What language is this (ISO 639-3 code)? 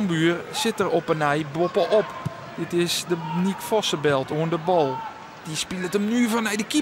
fry